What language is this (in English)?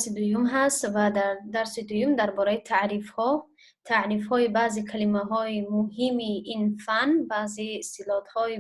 Tajik